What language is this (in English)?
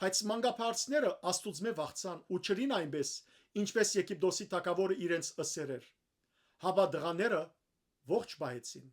Western Armenian